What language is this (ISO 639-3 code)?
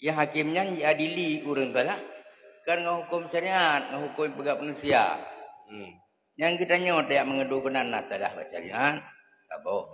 ace